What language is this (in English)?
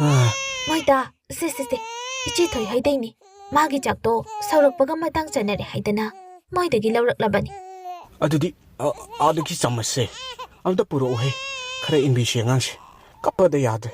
Manipuri